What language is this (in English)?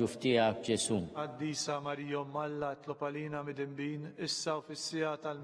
Maltese